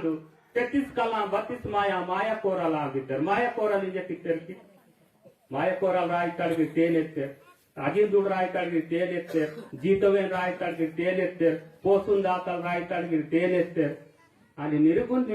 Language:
Gondi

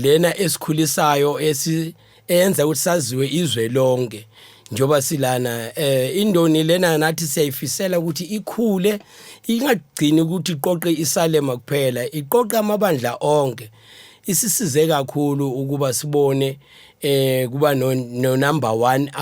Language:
Zulu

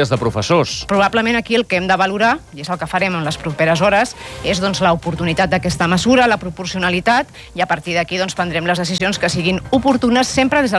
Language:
Catalan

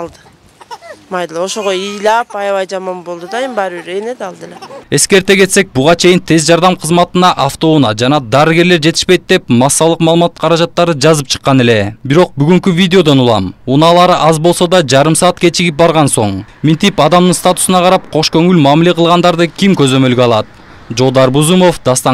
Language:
Kyrgyz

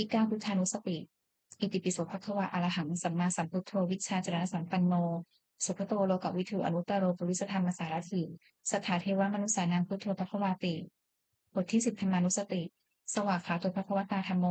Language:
Pali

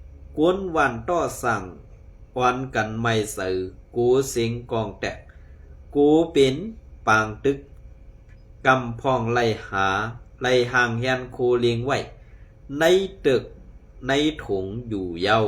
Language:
Shan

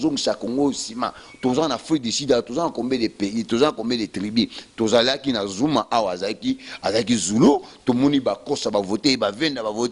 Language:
Lingala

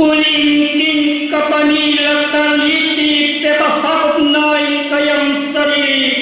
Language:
Pampanga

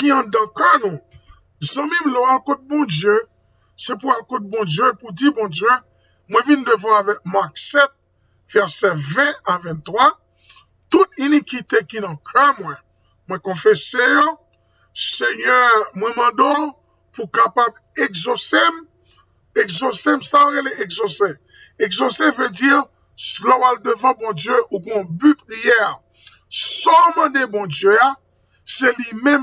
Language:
Haitian Creole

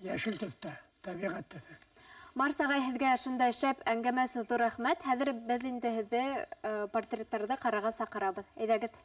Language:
Bashkir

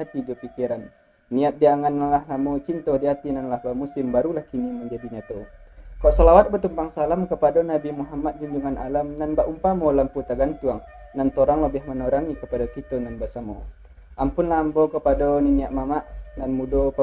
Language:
Minangkabau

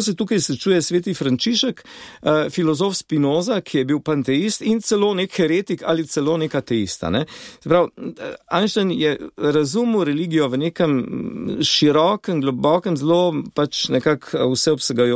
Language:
Slovenian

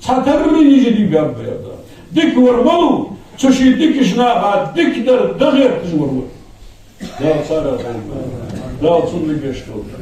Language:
Ingush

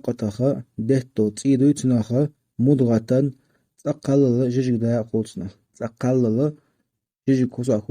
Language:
Chechen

